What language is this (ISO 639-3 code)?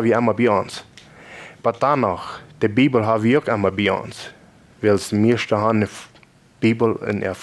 pdt